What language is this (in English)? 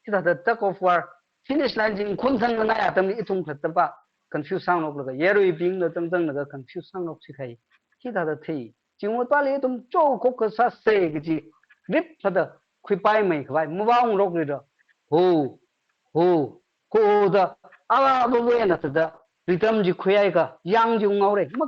Tangkhul Naga (India)